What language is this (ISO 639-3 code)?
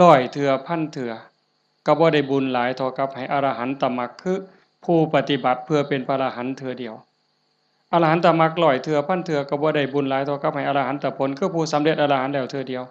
tts